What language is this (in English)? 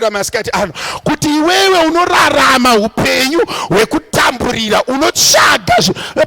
Shona